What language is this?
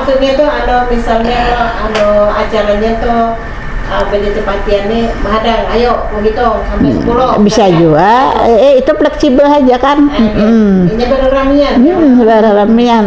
Banjar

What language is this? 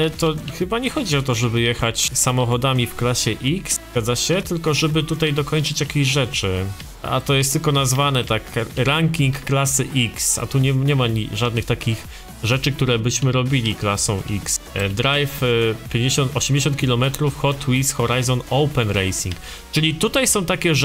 Polish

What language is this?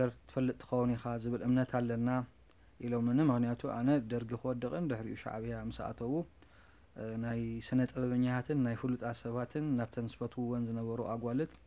Tigrinya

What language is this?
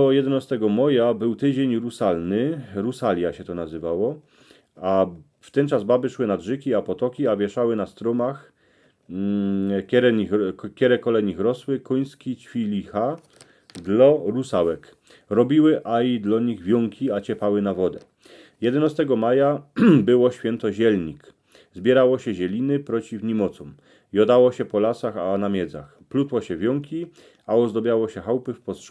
Silesian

